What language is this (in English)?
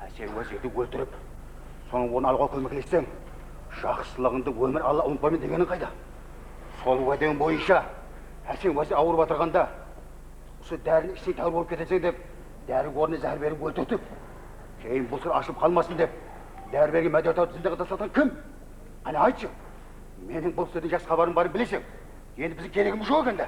Kara-Kalpak